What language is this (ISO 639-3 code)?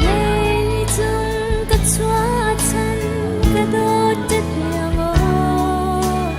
cnh